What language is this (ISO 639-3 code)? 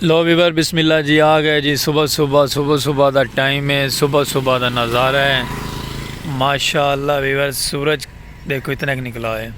skr